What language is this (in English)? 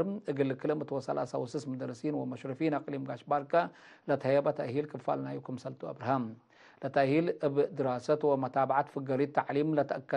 Tigre